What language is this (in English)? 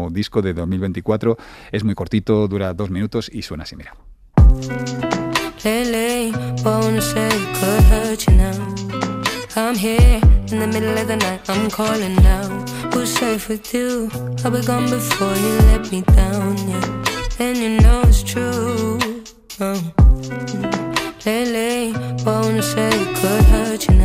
Spanish